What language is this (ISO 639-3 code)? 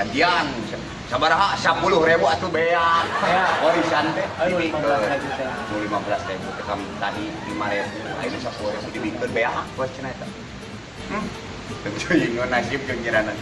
sun